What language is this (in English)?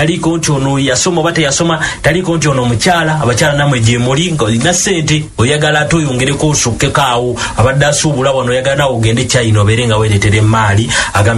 Ganda